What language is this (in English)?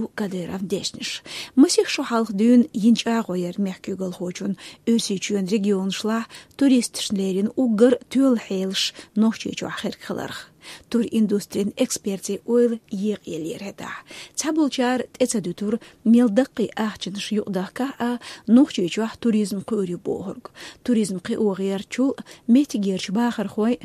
Chechen